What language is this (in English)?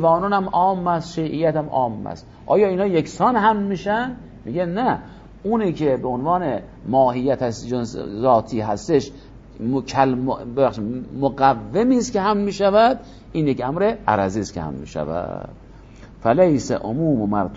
Persian